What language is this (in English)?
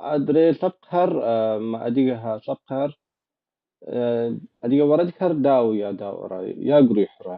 Kabardian